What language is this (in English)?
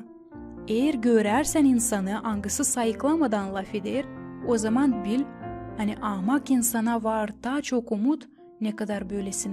Gagauz